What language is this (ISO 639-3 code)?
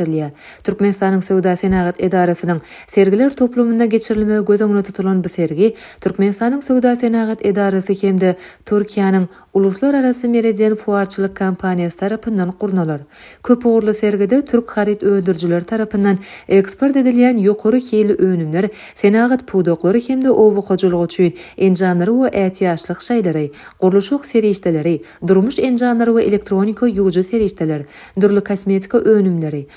tuk